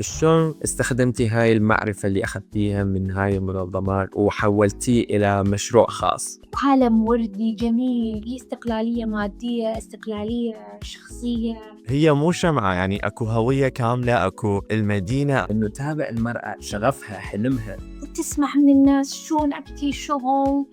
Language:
Mesopotamian Arabic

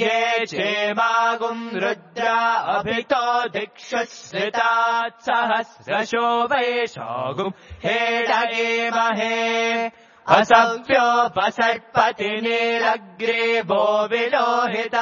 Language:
Sanskrit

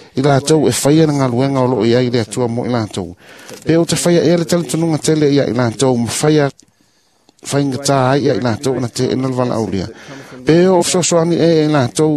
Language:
Samoan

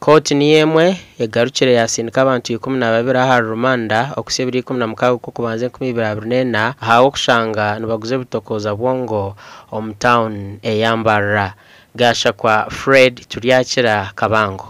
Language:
Nyankole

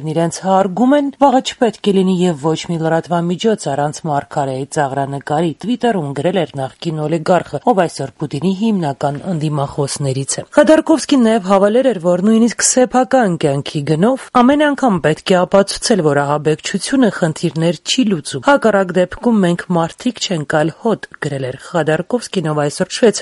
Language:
Armenian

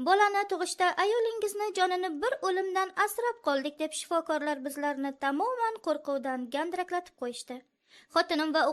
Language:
Uzbek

